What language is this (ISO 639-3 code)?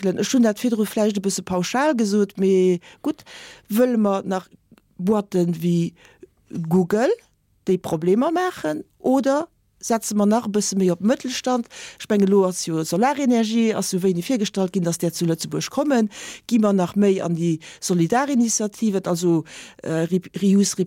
ltz